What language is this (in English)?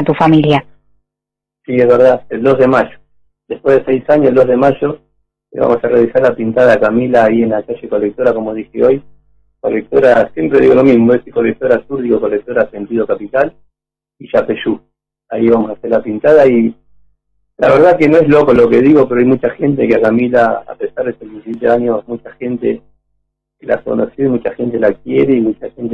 Spanish